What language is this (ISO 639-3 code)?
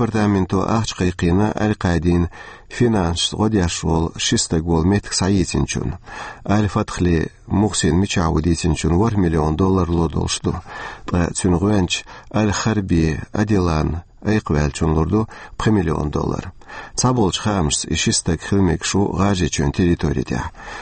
che